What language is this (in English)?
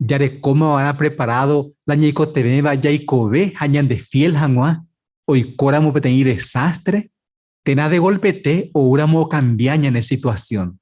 Guarani